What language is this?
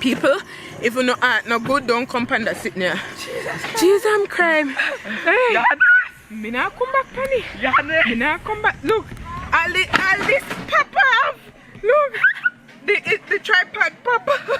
Jamaican Creole English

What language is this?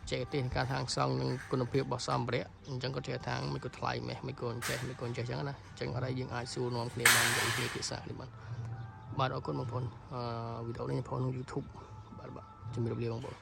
Khmer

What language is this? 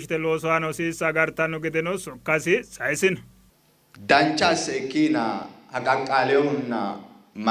Sidamo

